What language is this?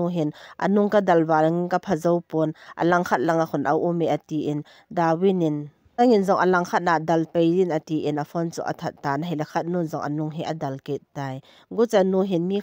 Thado Chin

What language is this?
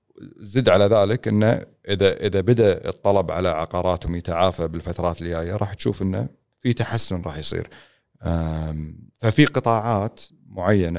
Gulf Arabic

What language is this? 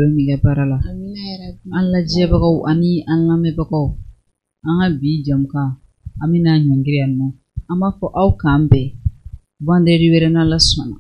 Bambara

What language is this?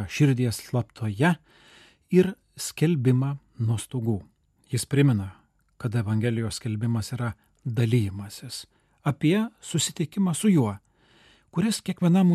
Lithuanian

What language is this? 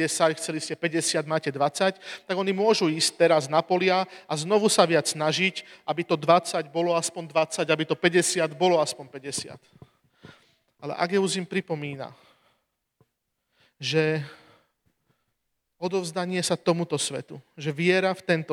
Slovak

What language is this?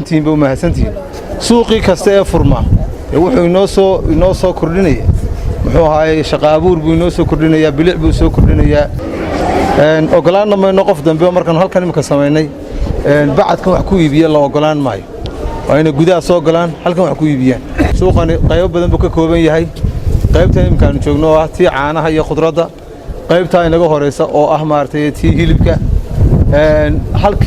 Somali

